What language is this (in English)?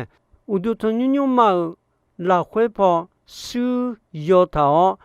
Akha